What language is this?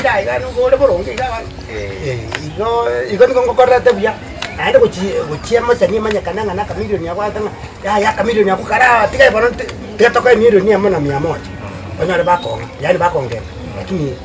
Gusii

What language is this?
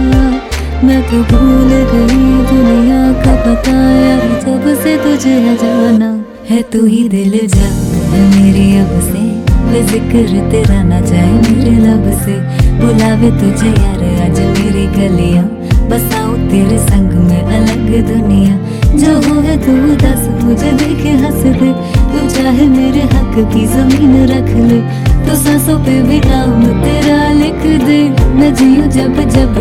Hindi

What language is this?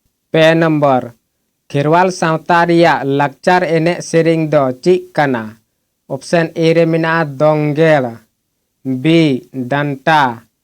Santali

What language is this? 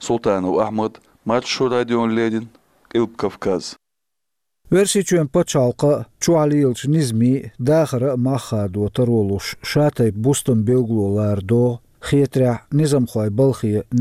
Chechen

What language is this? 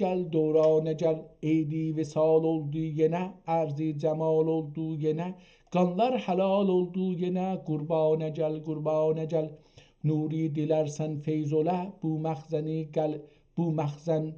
South Azerbaijani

